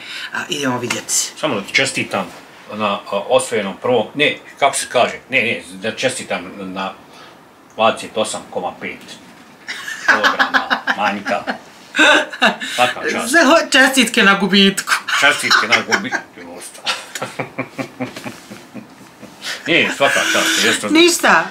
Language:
Bosnian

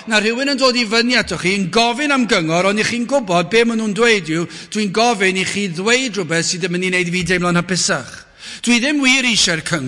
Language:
Welsh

